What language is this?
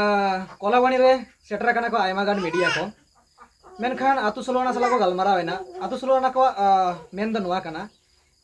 Santali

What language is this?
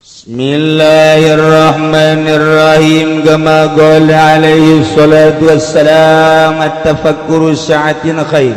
Sundanese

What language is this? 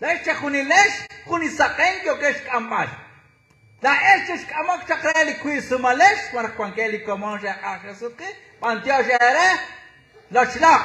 Kekchí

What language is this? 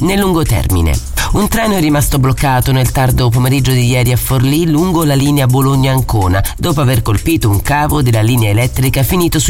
Italian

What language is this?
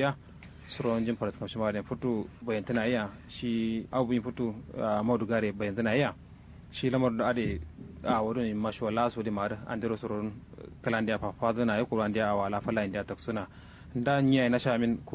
Kanuri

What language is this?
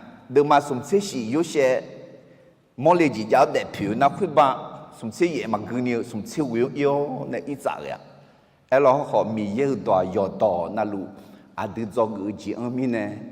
Akha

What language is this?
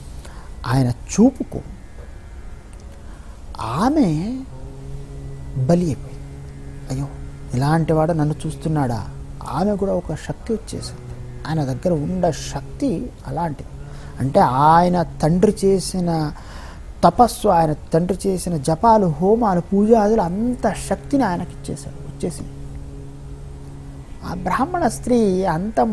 Telugu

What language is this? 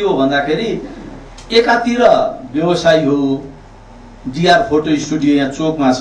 Nepali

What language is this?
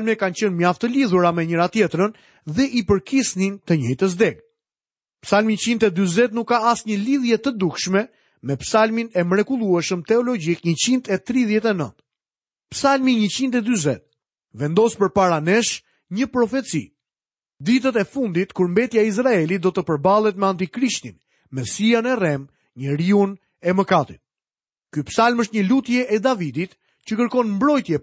Albanian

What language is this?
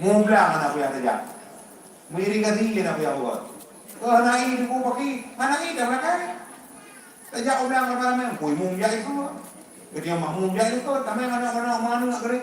Achinese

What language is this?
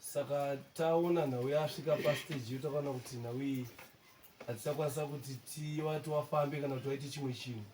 Shona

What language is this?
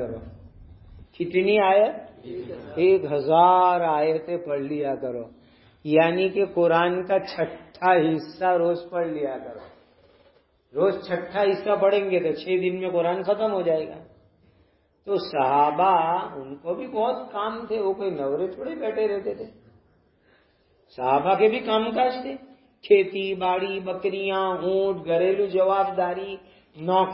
Urdu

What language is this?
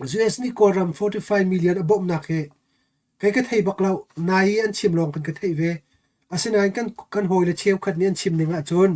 Hakha Chin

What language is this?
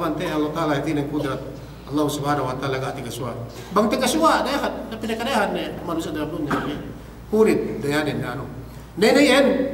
Yakan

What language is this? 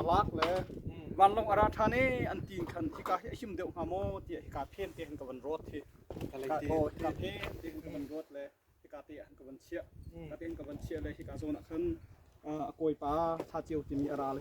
Hakha Chin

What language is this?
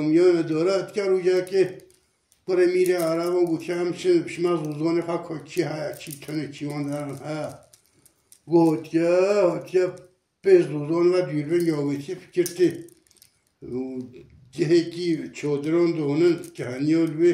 Kurdish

